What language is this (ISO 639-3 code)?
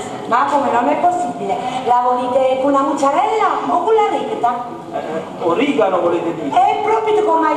nap